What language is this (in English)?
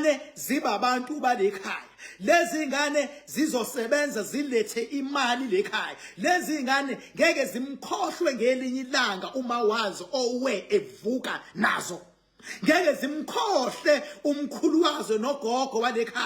Zulu